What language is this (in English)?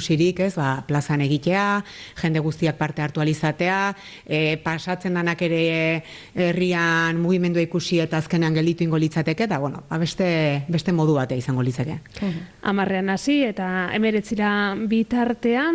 Basque